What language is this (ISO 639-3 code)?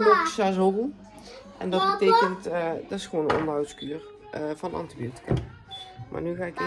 nld